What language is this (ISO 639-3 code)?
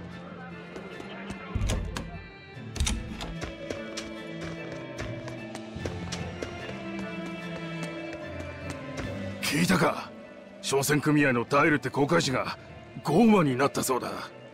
jpn